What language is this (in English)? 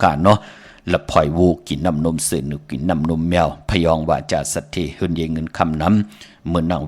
Shan